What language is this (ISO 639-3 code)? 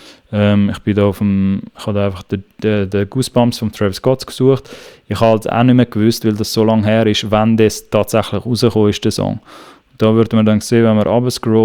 gsw